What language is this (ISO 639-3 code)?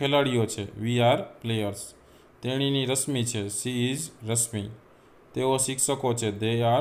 guj